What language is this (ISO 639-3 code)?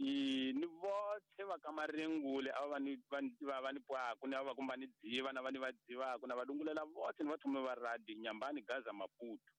tso